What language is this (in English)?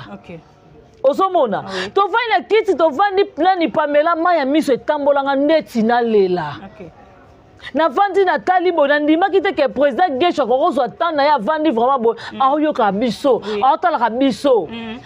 Lingala